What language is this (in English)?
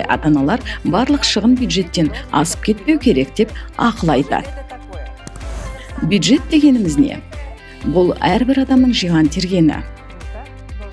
Kazakh